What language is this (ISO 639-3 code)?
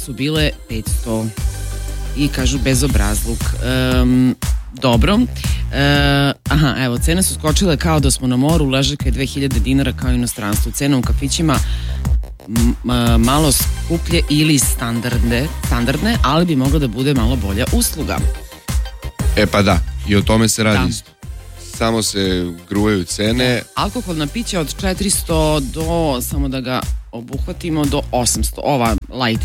srp